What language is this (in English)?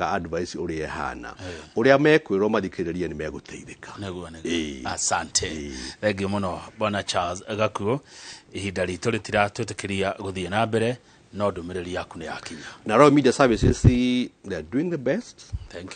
Kikuyu